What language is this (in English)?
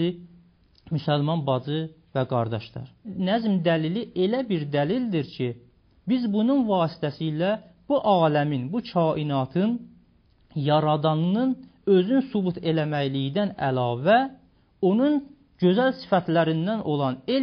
Azerbaijani